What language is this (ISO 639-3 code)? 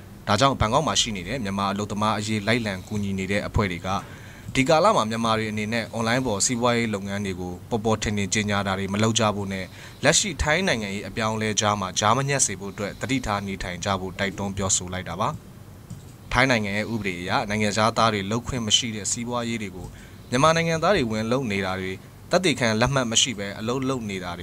mya